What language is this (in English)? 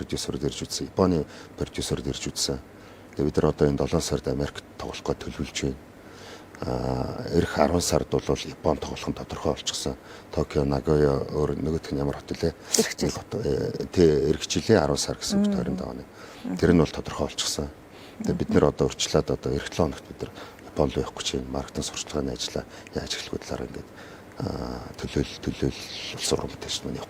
Mongolian